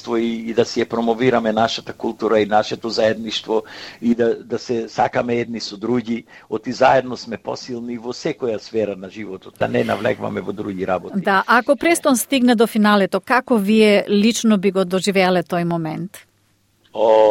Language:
Macedonian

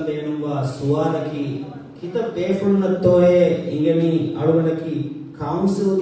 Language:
Divehi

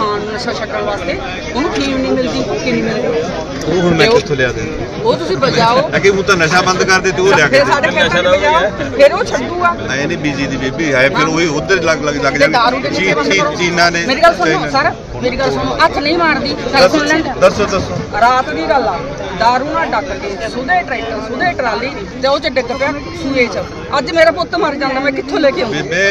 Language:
Punjabi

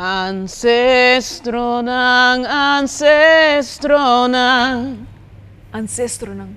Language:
Papiamento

